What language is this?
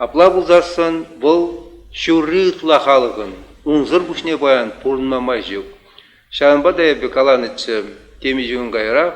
Chuvash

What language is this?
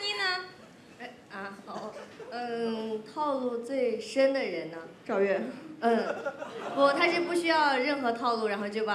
Chinese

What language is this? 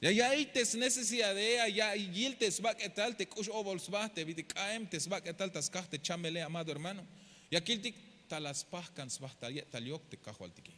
Tzeltal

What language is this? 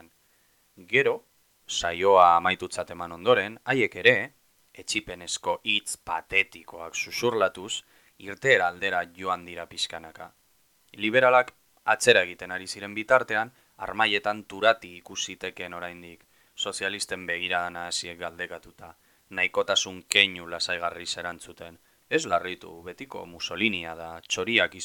Basque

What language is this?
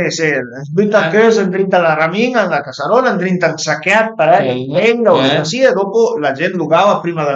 Piedmontese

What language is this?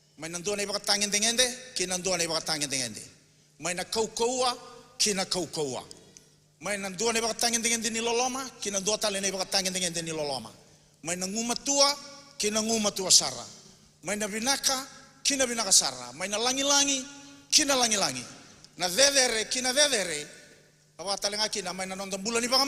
Fijian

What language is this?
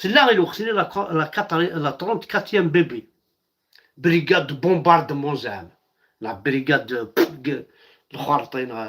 Kabyle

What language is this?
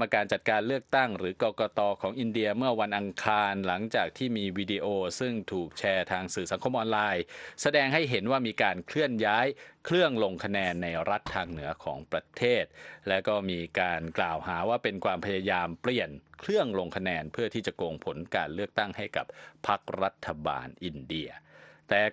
Thai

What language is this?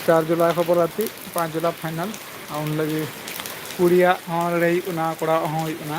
Santali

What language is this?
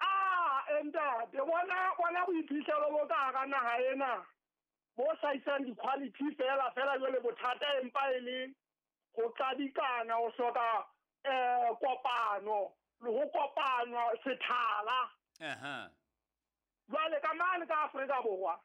Southern Sotho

